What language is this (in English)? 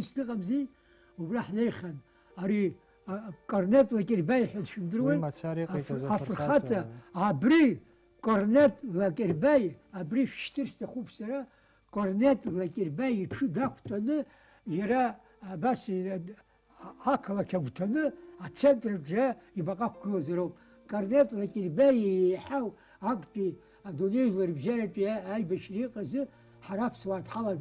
Abkhazian